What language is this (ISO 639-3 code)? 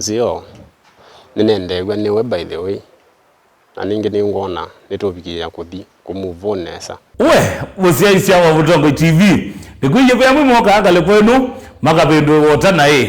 kam